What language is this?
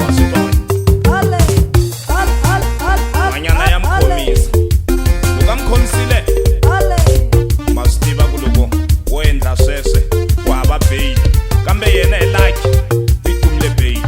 Tsonga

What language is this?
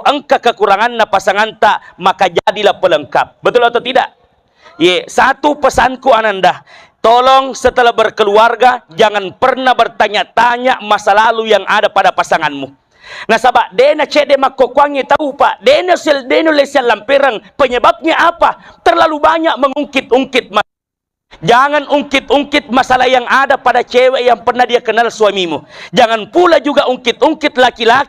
Buginese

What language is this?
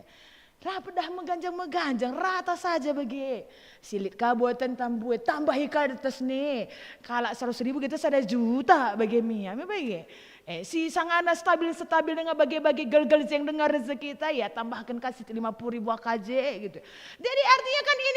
Batak Karo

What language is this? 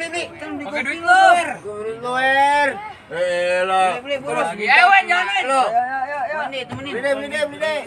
Betawi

